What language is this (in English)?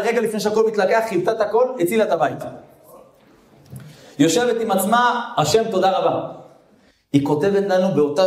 Hebrew